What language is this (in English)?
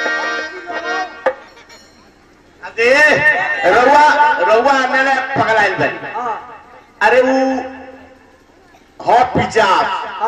Bhojpuri